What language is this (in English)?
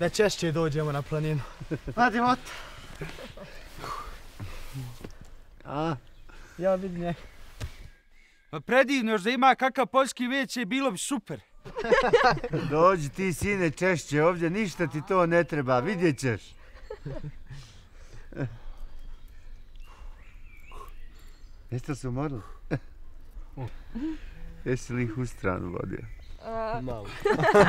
Bosnian